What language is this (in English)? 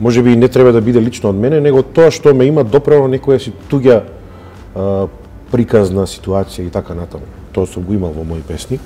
Macedonian